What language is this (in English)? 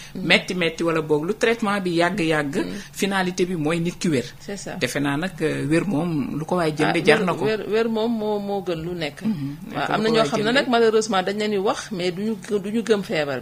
Wolof